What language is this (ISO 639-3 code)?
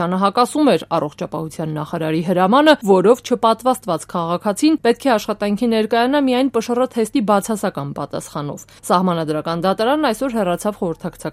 hye